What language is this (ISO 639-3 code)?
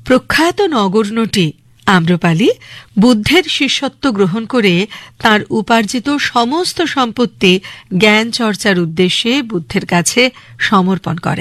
ben